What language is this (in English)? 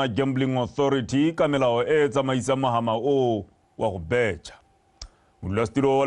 Tswana